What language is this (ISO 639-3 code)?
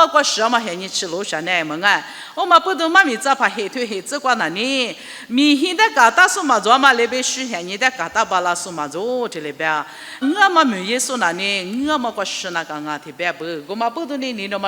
lis